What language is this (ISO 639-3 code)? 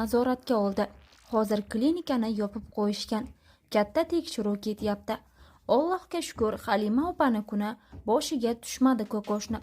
uzb